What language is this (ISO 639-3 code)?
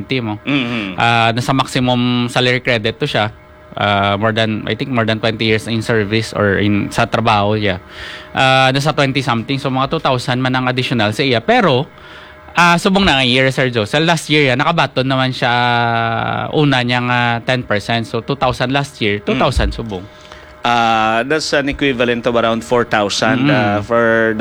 hil